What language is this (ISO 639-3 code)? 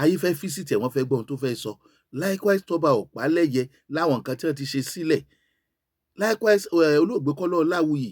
yor